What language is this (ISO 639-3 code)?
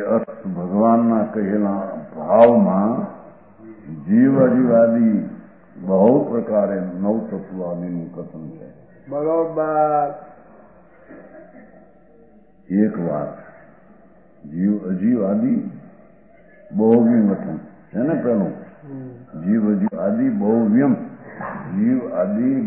guj